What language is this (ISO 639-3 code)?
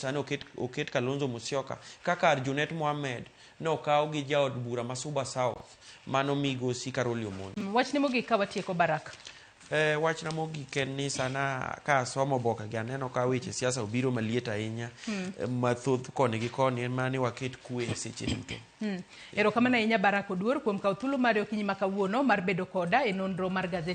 luo